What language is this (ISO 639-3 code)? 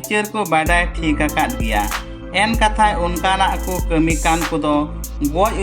sat